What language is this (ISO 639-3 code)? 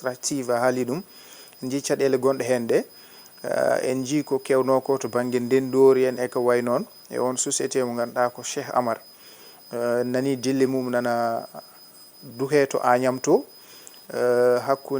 ful